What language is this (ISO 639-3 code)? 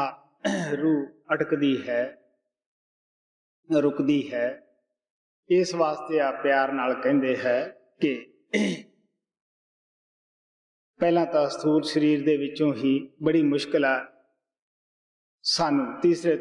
pan